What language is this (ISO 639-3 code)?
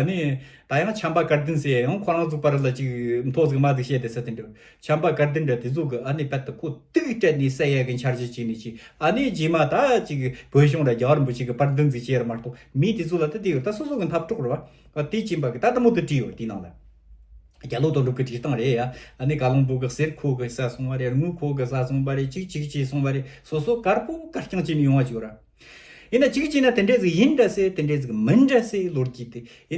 bod